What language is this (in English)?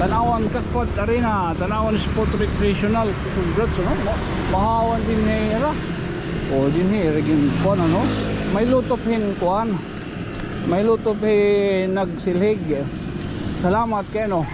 Waray